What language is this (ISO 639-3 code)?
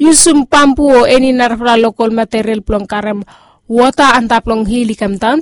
bis